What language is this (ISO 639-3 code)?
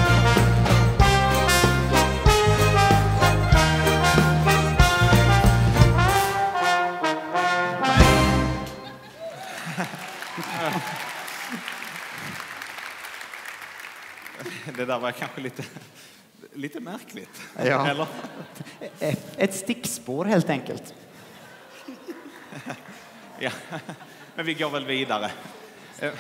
swe